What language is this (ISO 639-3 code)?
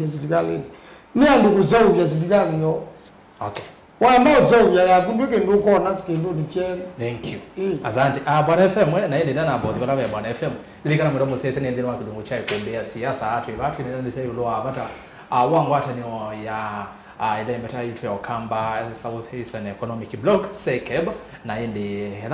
kam